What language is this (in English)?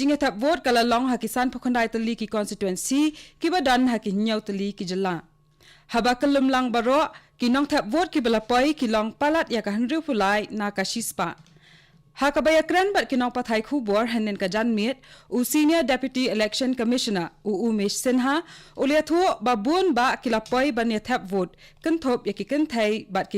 Khasi